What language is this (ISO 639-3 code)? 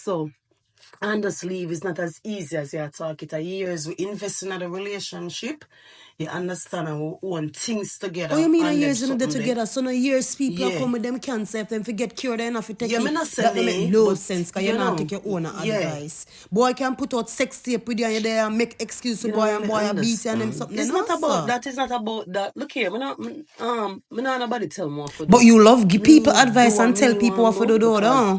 jam